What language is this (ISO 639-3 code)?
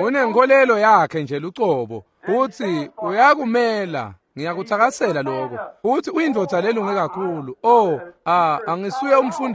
ssw